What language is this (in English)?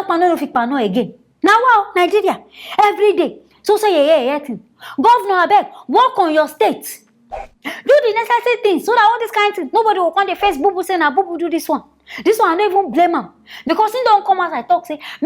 Nigerian Pidgin